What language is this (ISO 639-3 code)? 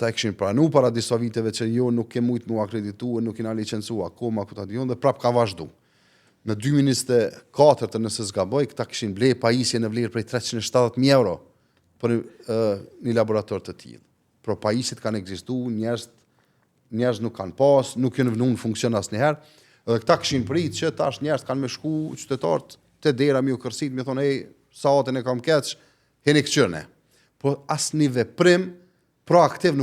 sqi